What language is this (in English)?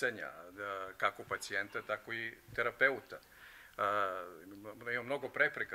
Serbian